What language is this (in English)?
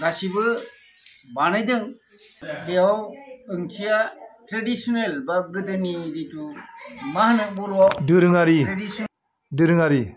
Bodo